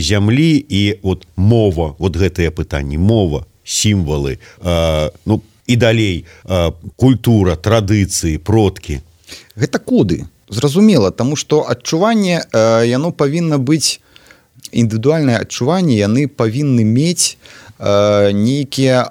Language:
Belarusian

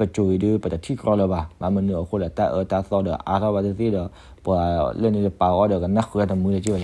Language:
S'gaw Karen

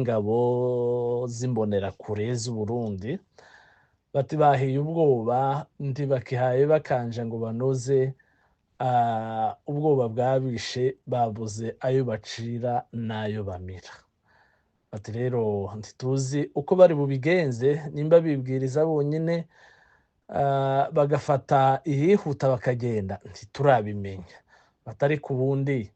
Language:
Kinyarwanda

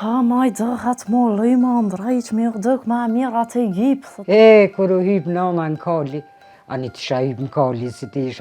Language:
Albanian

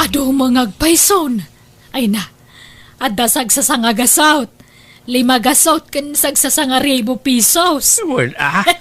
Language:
Iloko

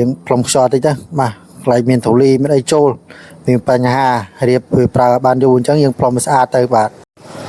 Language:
Khmer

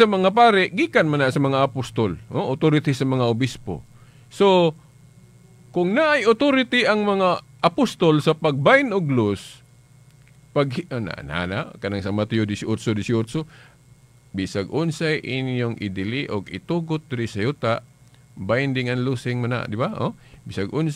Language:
Cebuano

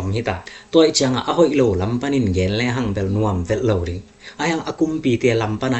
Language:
Tedim Chin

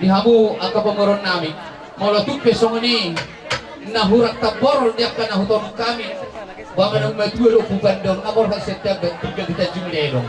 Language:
Batak Toba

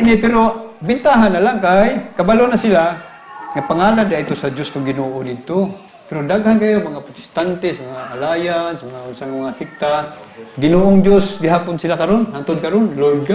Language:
Cebuano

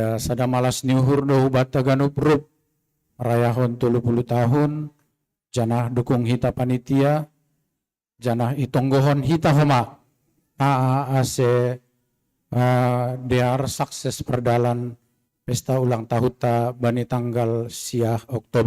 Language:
Batak Simalungun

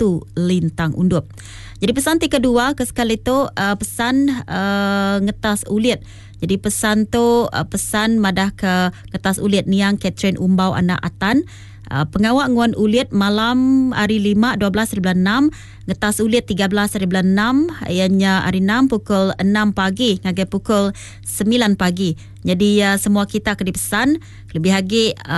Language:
Iban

